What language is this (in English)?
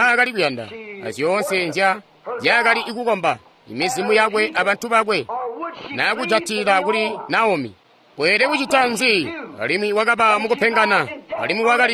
Tonga (Zambia)